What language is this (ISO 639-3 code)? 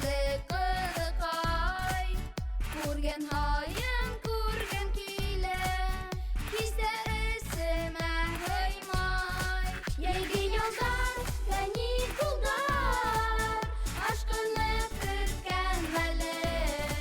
bak